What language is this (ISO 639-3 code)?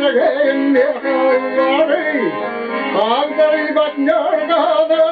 sah